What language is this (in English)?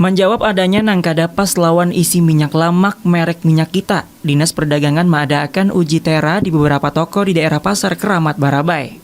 Banjar